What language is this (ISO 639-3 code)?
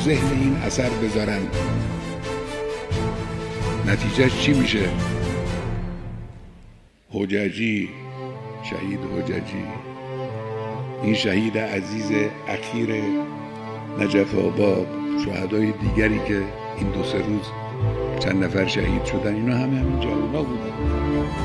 fas